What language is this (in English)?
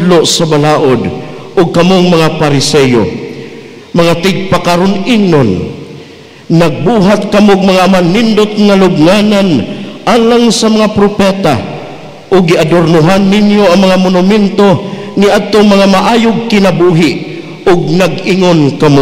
Cebuano